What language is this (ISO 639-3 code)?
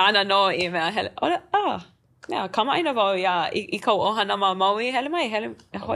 haw